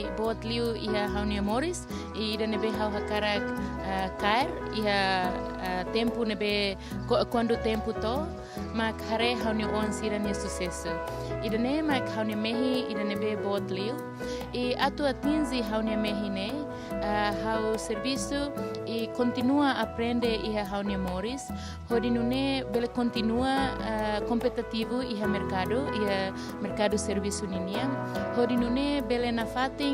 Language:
Tetum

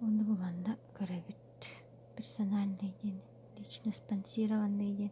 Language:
Yakut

